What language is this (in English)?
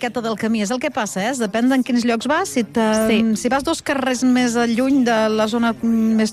Catalan